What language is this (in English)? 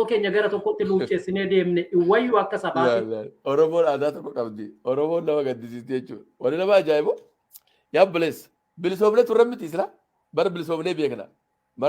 Oromo